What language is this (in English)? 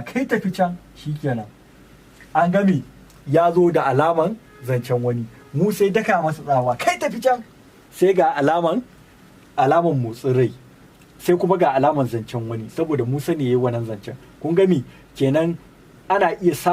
Hausa